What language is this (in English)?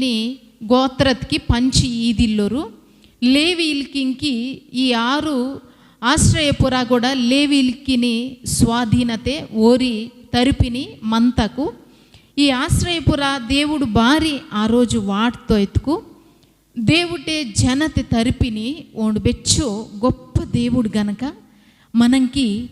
Koya